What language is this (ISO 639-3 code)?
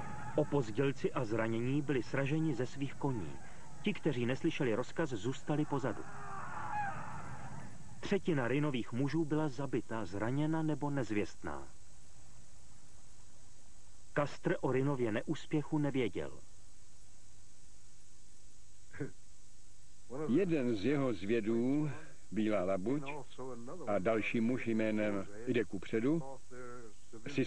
ces